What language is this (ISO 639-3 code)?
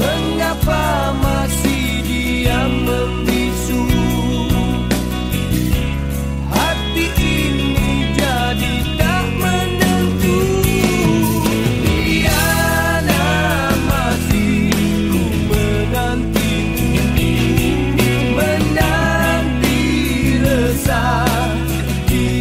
msa